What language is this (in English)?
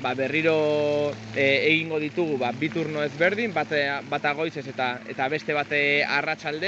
Basque